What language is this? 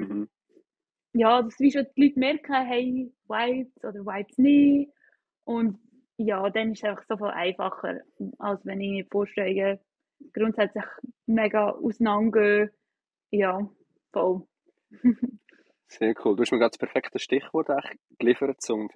Swiss German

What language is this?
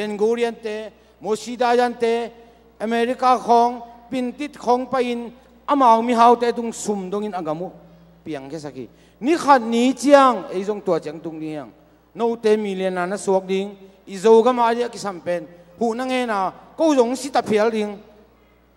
Tedim Chin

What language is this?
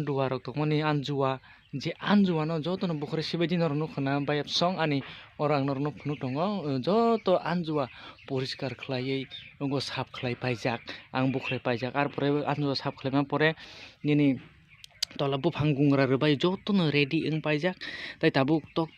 Kok Borok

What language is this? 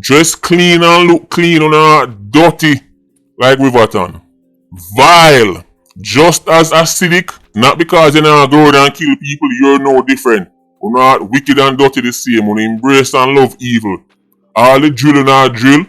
Jamaican Creole English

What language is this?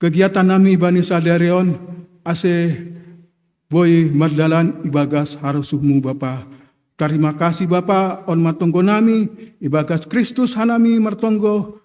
Batak Simalungun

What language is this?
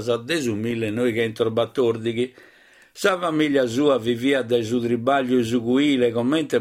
Sardinian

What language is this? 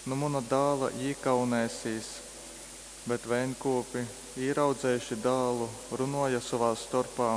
Latgalian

